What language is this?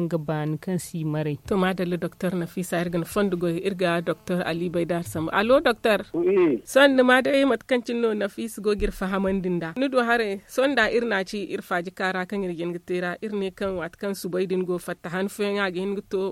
Zarma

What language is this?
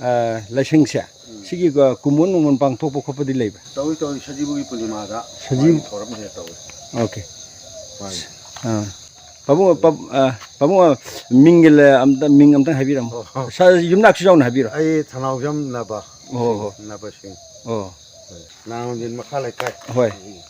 Manipuri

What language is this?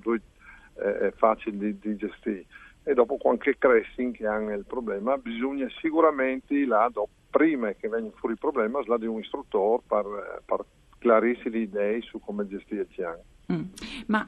Friulian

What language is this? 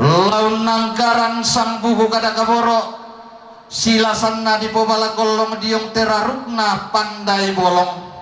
Toraja-Sa'dan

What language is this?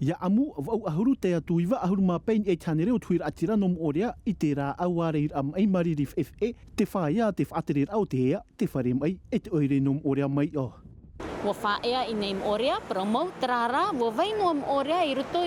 Tahitian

